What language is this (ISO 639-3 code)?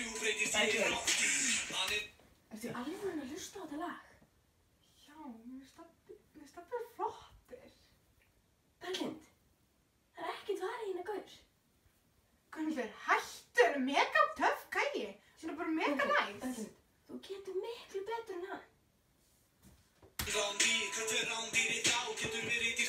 isl